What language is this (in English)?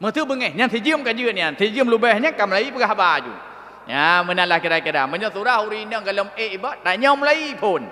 Achinese